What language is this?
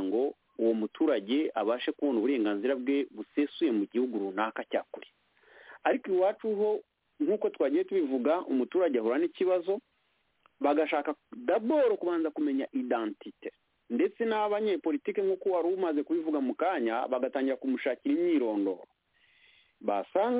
Kinyarwanda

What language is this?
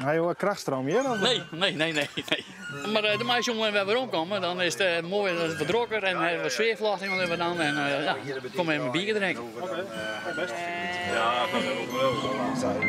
Western Frisian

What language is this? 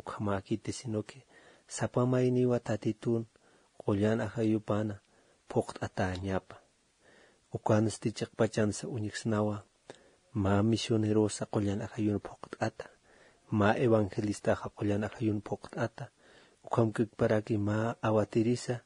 Aymara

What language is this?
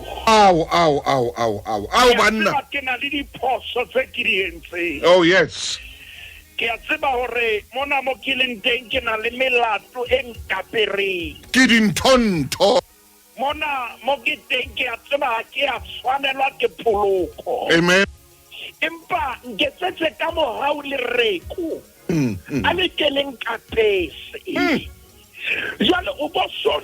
Southern Sotho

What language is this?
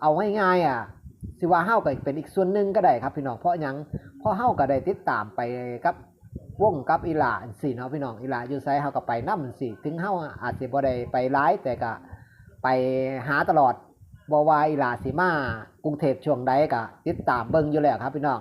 Northeastern Thai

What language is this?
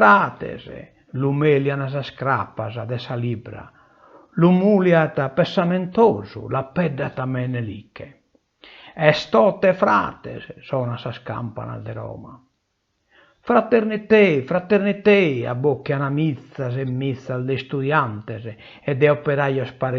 Sardinian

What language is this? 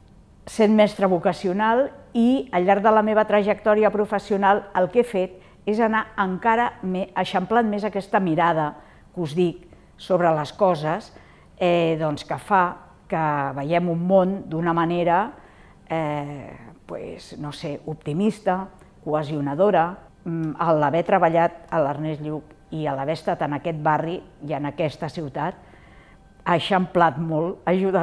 Catalan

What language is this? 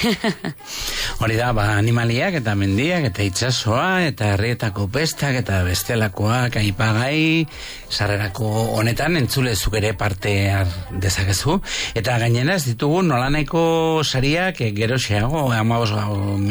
Basque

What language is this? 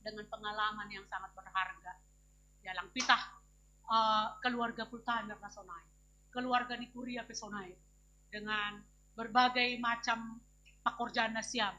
Batak Simalungun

